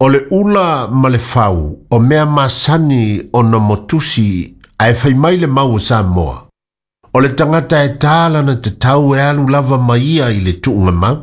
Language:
Samoan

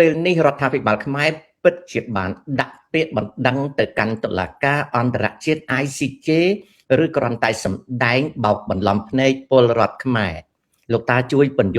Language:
Khmer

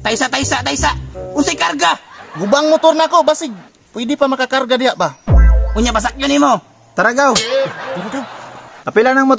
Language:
Cebuano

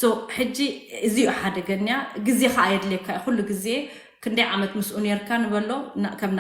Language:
Tigrinya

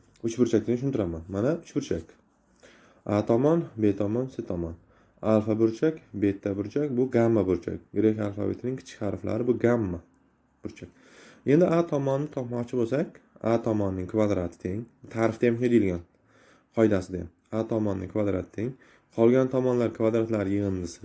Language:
Uzbek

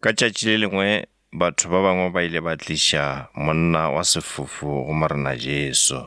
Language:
Northern Sotho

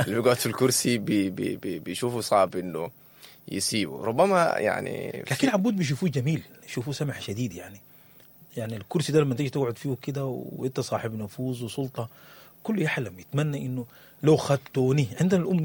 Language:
Sudanese Arabic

